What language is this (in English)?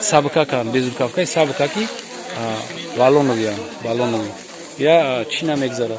Tajik